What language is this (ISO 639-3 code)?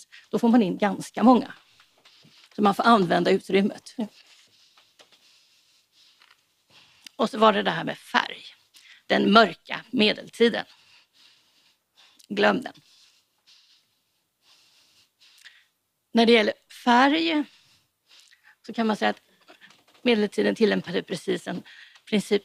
swe